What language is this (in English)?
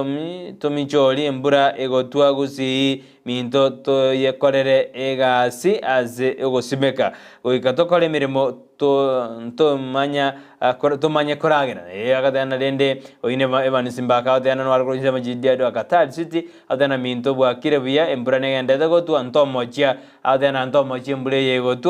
Gusii